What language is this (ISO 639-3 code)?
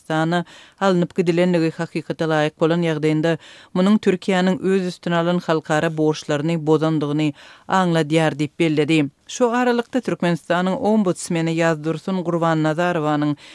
tuk